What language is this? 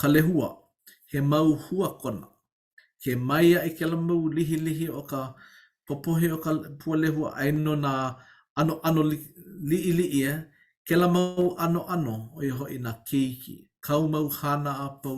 Hawaiian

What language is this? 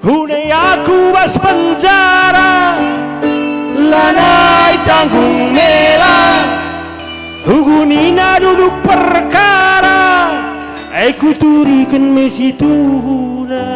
Batak Karo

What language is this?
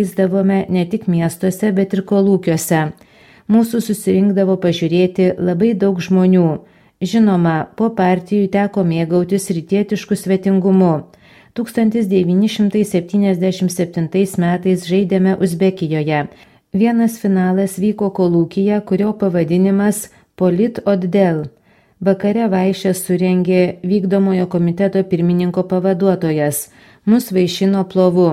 Lithuanian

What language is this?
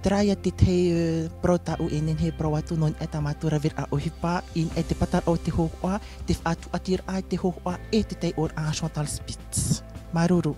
Tahitian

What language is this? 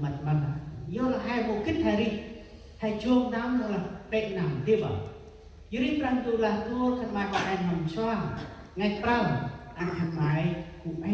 Central Mnong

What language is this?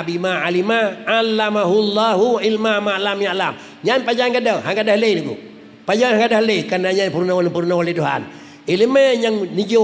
Achinese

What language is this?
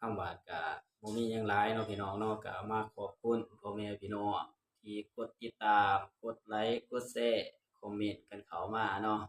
Northeastern Thai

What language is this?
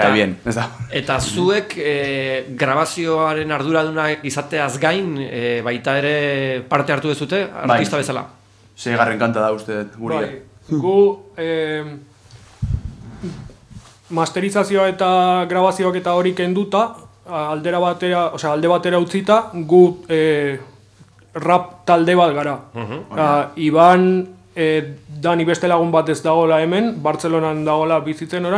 Basque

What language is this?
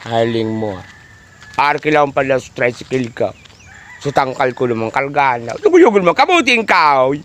Bikol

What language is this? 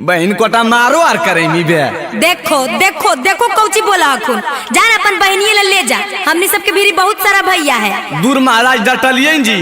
Magahi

